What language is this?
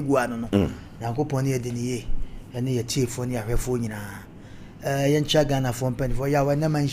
Akan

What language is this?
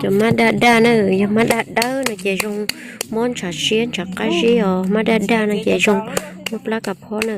Hmong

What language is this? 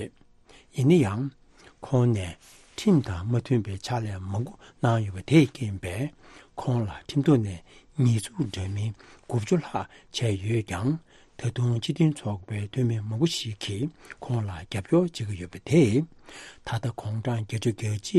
Tibetan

